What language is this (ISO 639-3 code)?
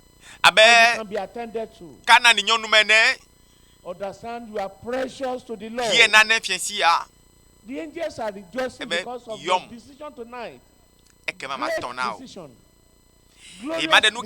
ewe